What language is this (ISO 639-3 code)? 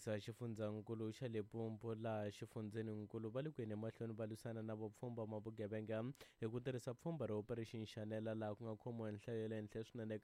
tso